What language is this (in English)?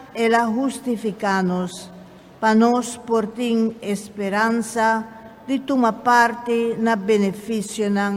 Papiamento